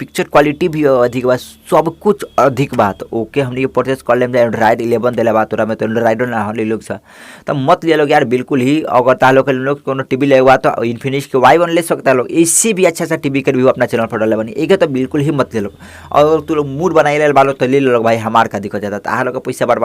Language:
Bhojpuri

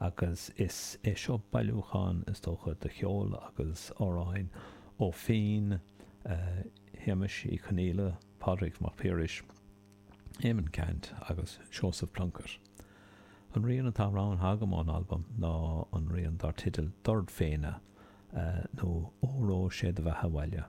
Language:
Irish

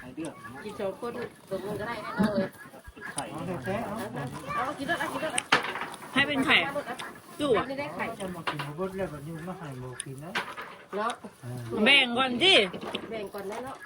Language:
Northeastern Thai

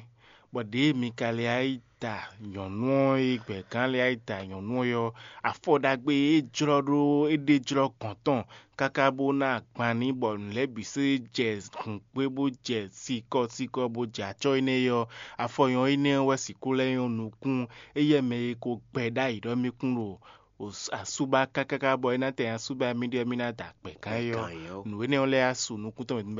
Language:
Fon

